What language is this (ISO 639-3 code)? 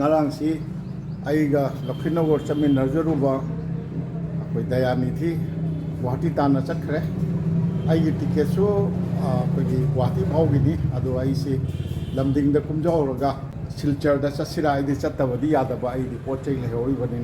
mni